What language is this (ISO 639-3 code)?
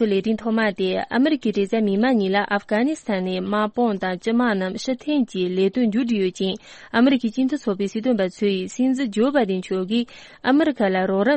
bod